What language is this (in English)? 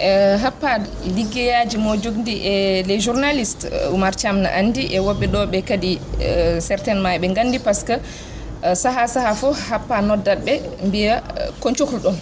Fula